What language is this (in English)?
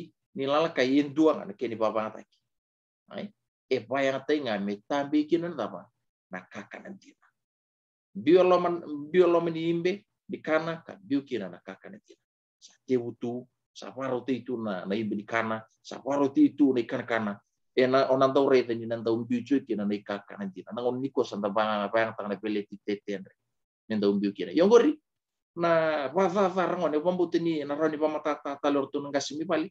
Fijian